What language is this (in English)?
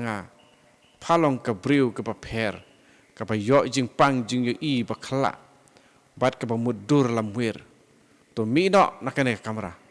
Khasi